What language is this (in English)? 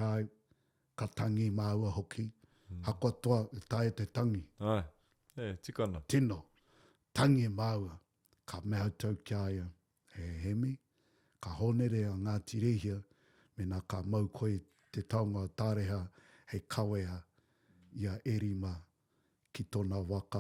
Māori